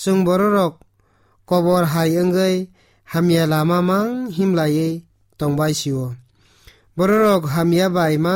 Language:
Kok Borok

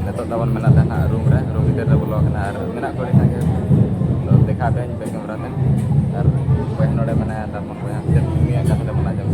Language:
Santali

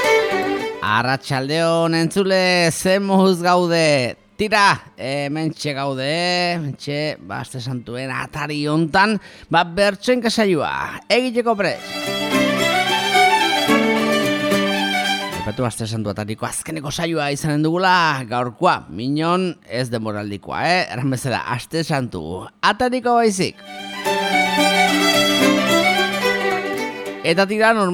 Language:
Basque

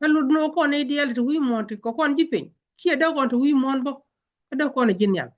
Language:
Nuer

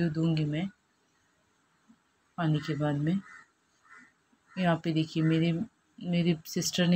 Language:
Hindi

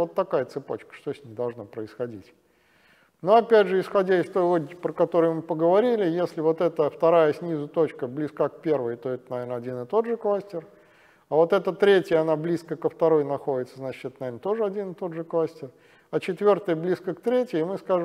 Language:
Russian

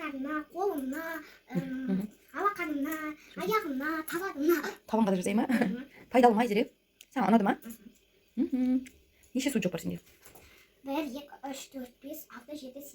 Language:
Kazakh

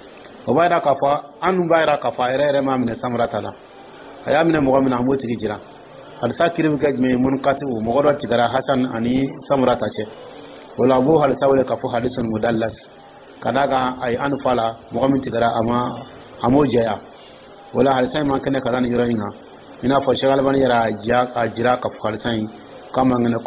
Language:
Dyula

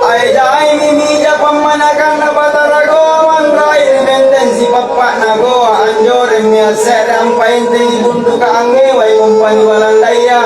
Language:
Makasar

